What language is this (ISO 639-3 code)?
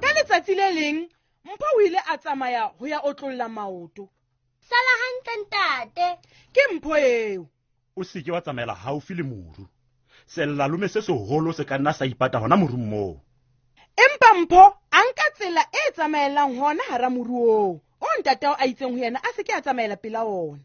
sot